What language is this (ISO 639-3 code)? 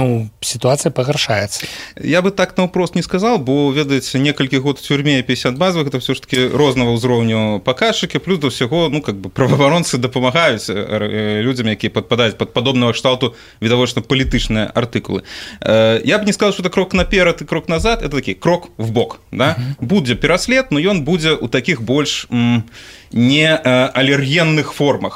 bel